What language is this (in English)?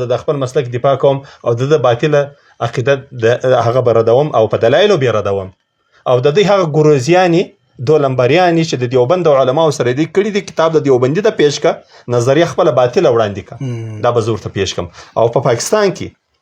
Pashto